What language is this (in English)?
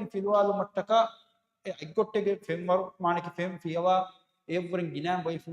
Divehi